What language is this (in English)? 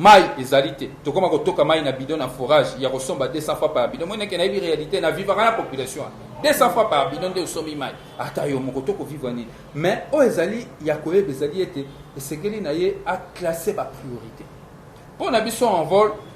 Lingala